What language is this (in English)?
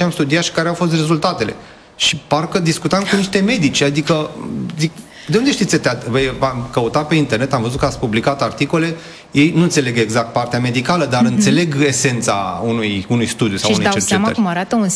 Romanian